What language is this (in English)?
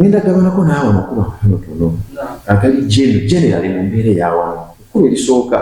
Ganda